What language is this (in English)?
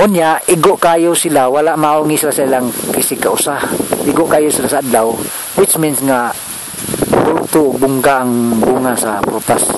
Cebuano